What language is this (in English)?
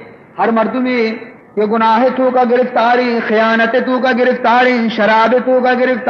Baluchi